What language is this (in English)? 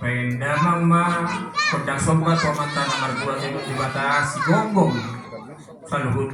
Batak Toba